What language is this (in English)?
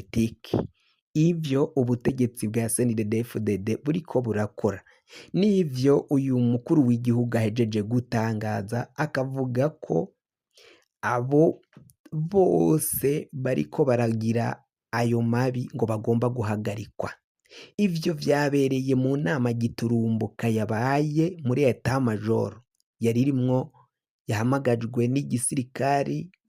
Rundi